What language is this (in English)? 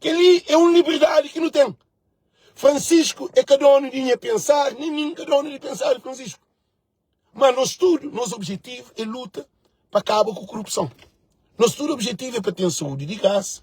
Kabuverdianu